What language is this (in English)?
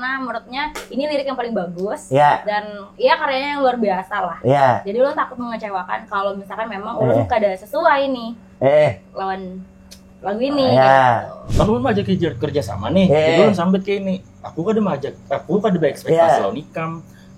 Banjar